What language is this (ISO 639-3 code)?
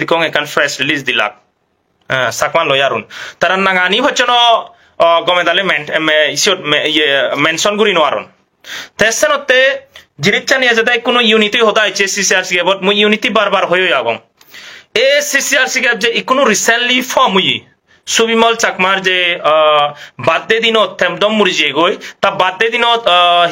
ccp